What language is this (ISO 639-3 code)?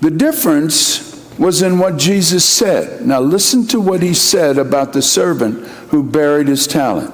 mah